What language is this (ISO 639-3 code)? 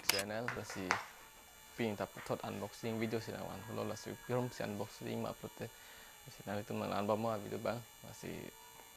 mjw